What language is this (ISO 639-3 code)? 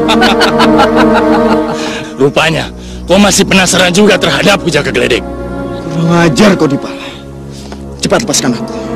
ind